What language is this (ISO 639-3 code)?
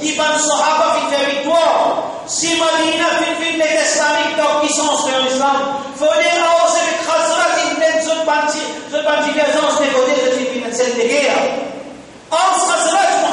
mfe